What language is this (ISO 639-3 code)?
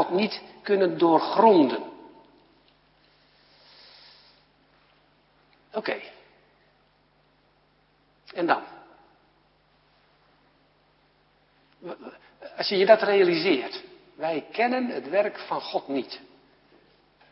nld